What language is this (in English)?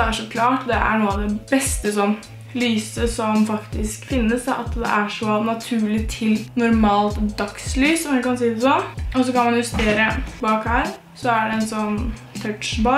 Norwegian